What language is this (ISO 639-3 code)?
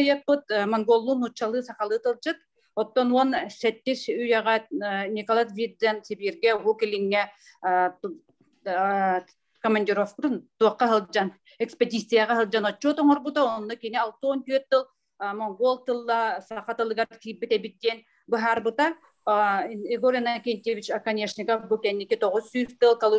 sah